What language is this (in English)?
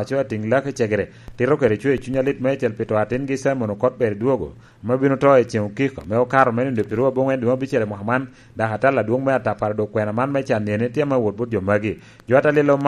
Lango (Uganda)